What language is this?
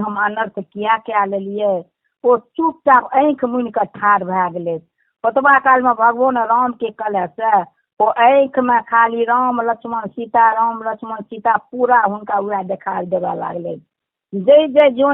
Maithili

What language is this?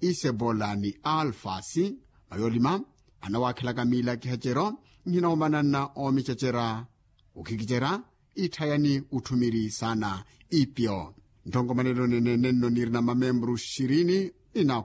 Makhuwa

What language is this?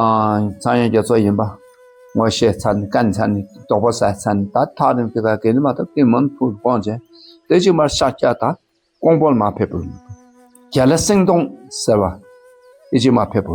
Dakpakha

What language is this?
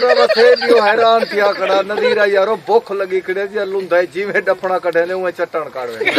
Saraiki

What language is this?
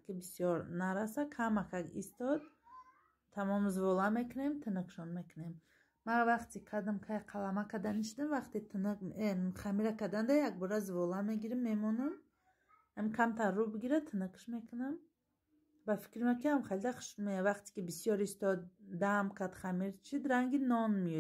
Tajik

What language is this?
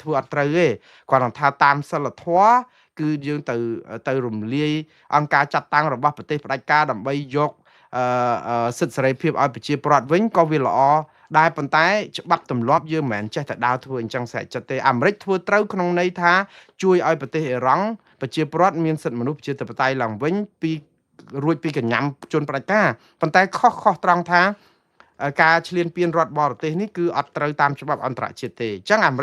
Khmer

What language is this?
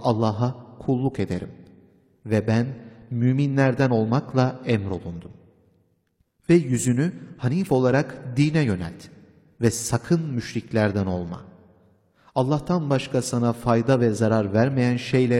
Turkish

